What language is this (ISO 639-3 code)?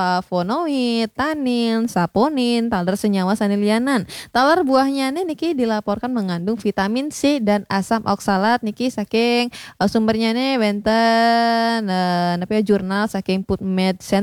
ban